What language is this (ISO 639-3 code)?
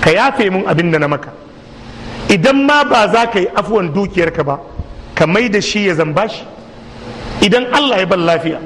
hau